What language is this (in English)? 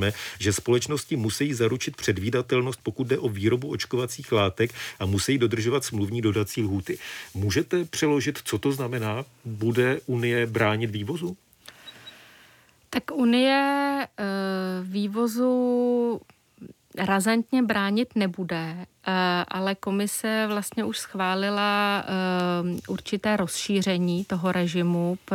Czech